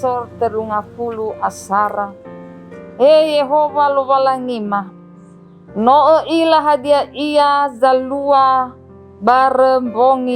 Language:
Nias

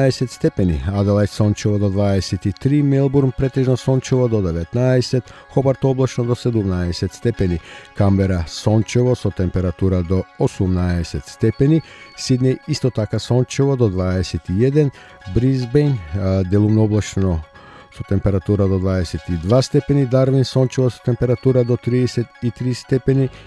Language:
Macedonian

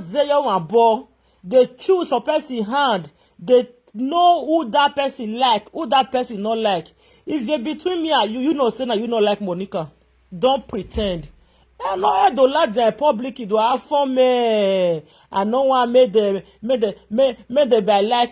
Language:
Nigerian Pidgin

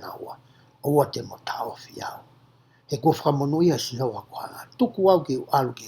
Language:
Tongan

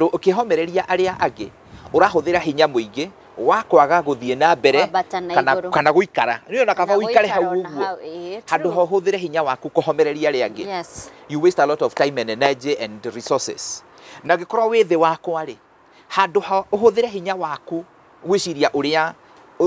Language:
Kikuyu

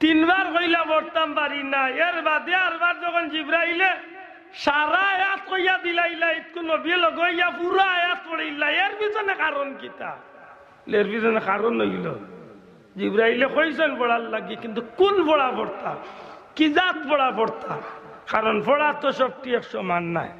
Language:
Sylheti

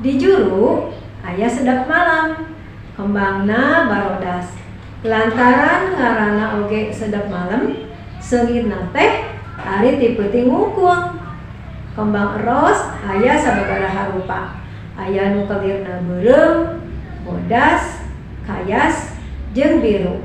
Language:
Sundanese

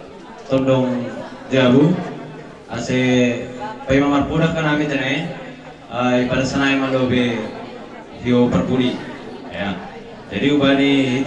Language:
Batak Toba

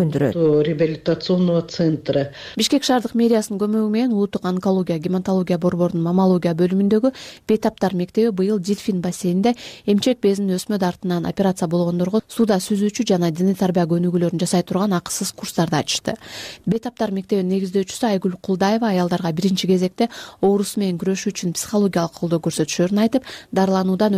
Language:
Kyrgyz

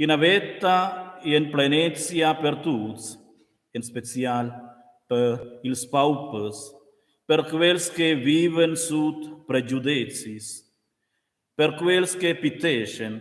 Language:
Romansh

